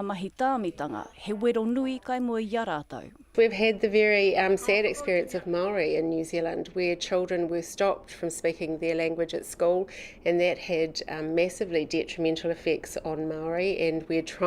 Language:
Māori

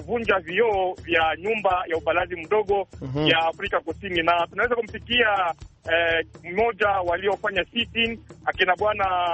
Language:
Swahili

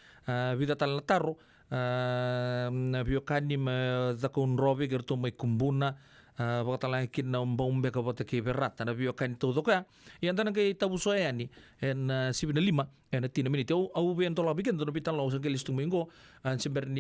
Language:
Fijian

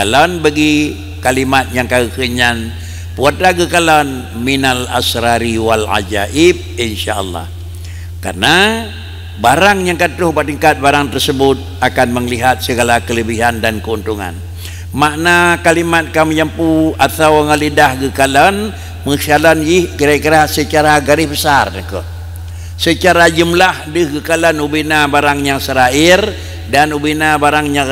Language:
Achinese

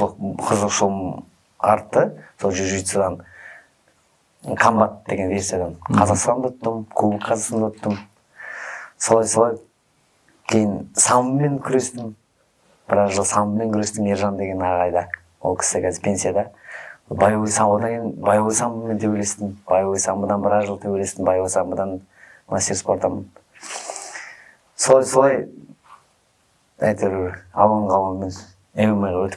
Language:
Kazakh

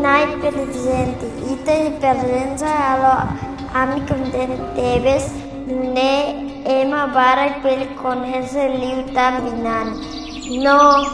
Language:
Tetum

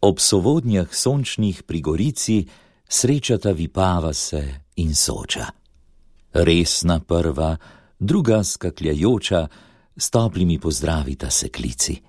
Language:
Slovenian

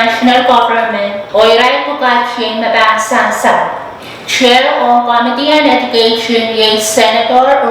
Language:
Pohnpeian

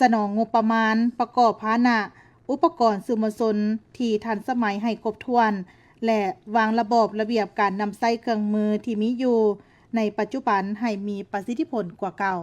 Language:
Lao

